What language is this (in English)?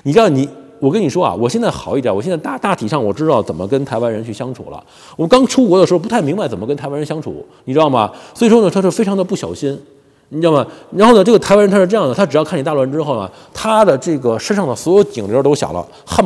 Chinese